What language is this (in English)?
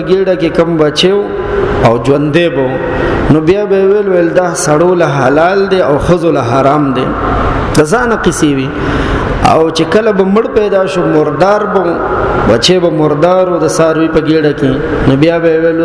Pashto